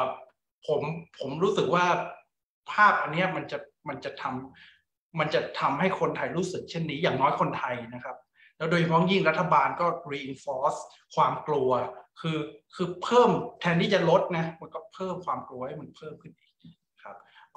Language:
Thai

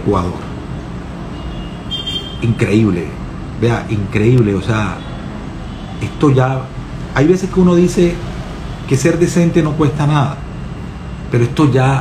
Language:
Spanish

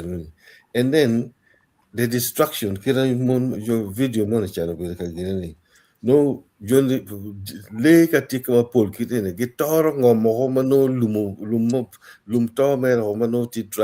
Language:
Acoli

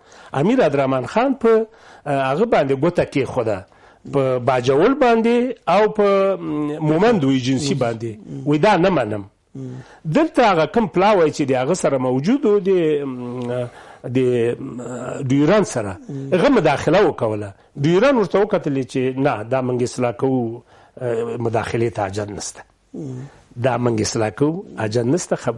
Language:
Pashto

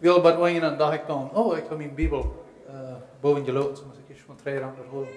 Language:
Plautdietsch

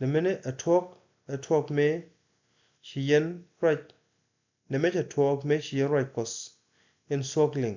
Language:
Nuer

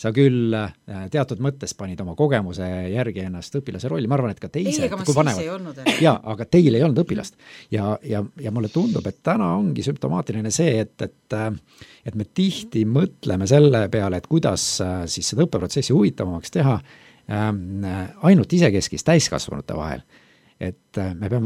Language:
Estonian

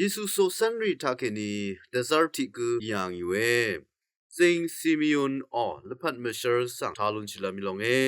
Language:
Rawang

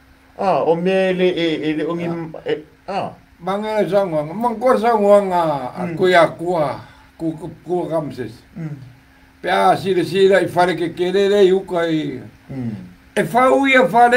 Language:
Samoan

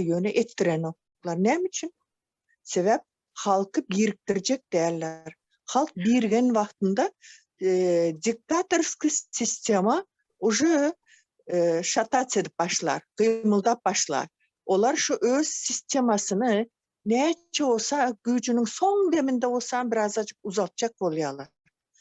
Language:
Turkmen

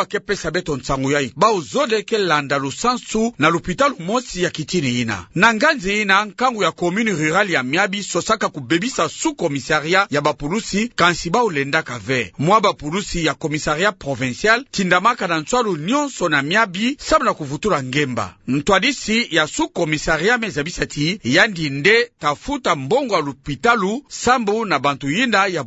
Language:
Kituba (Democratic Republic of Congo)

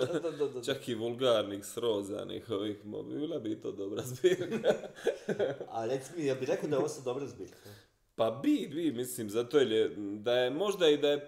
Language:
Croatian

